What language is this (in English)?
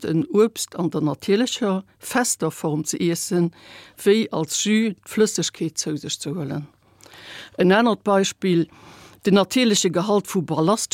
Luxembourgish